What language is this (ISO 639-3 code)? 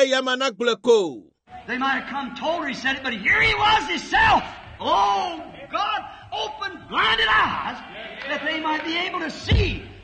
ewe